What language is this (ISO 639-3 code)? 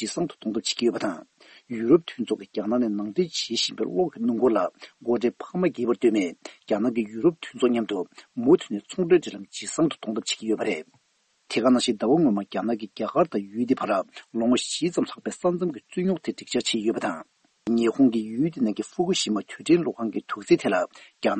bod